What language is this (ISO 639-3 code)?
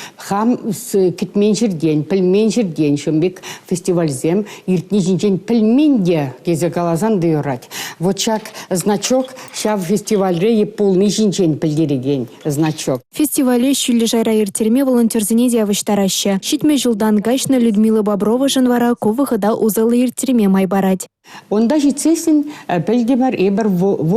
chv